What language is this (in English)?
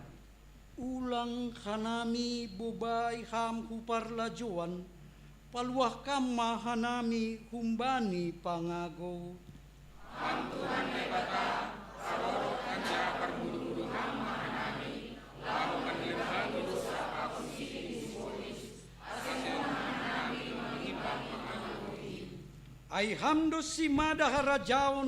Batak Simalungun